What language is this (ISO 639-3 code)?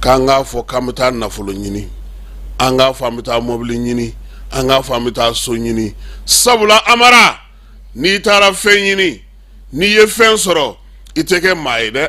bam